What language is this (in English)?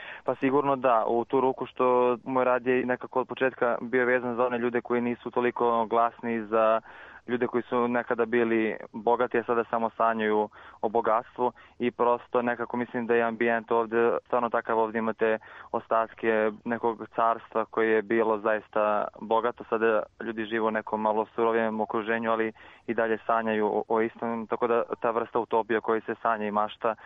Serbian